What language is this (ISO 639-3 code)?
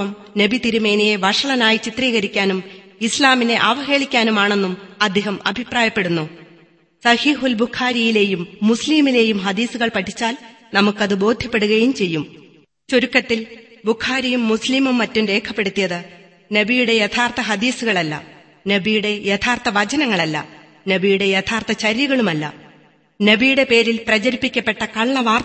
mal